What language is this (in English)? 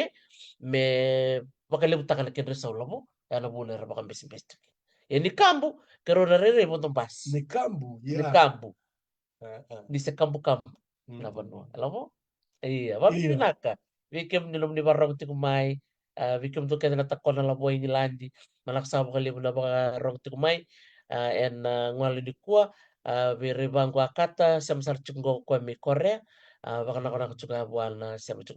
Fijian